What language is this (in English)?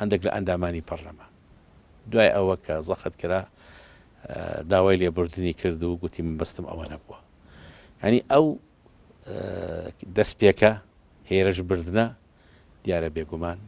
Central Kurdish